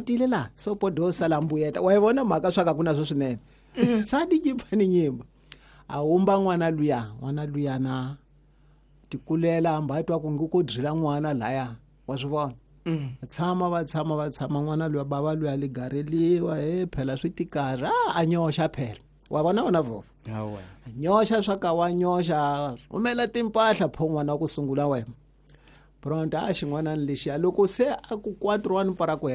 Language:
Tsonga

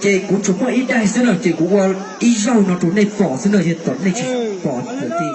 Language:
Hmong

